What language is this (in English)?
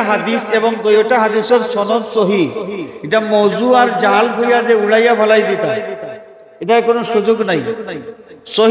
Sylheti